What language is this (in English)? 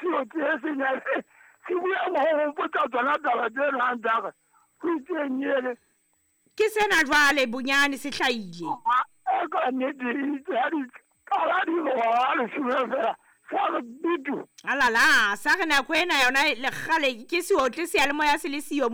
Southern Sotho